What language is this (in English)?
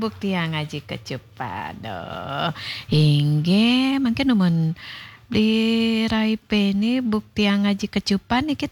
Balinese